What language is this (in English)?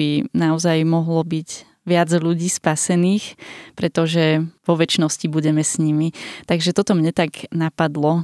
Slovak